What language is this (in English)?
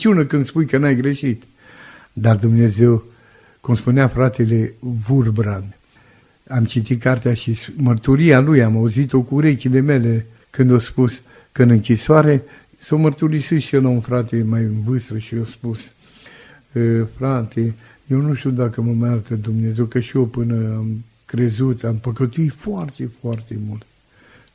Romanian